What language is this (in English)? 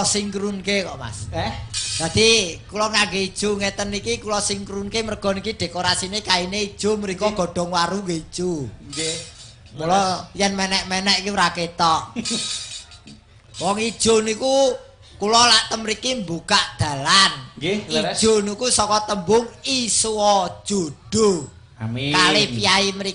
Javanese